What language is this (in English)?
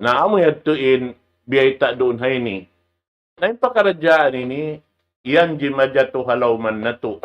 Tausug